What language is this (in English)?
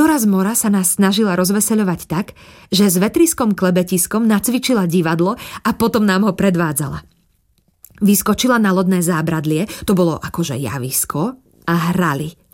Slovak